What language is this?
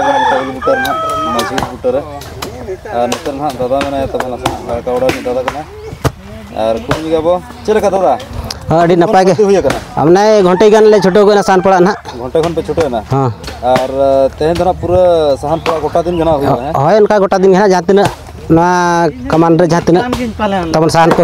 Santali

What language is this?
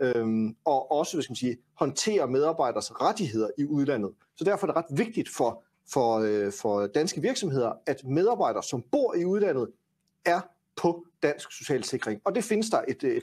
Danish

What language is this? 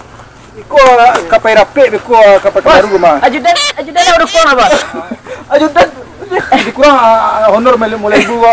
Minangkabau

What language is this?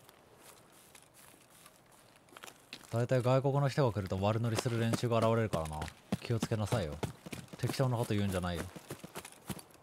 Japanese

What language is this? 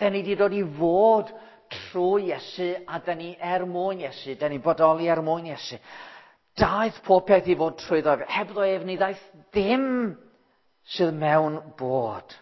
Welsh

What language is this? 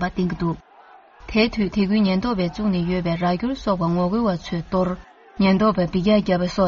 Tibetan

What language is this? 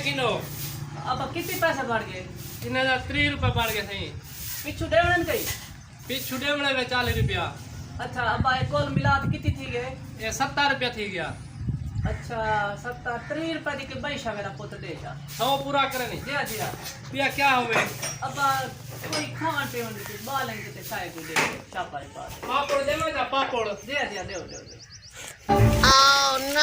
Saraiki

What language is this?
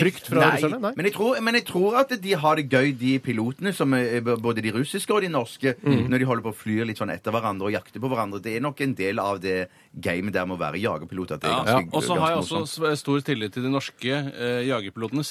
Norwegian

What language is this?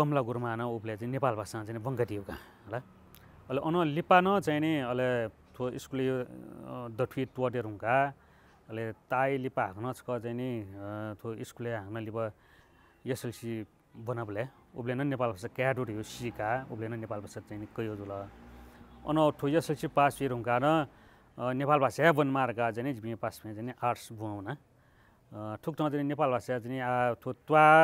Newari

